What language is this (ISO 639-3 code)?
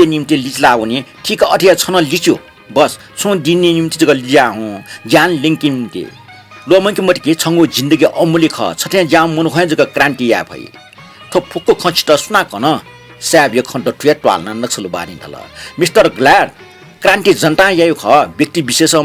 new